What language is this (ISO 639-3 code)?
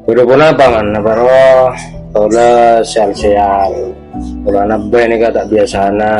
mad